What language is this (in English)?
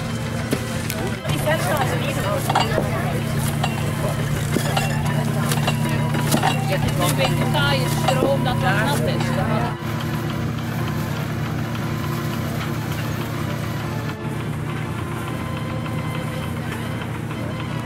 Dutch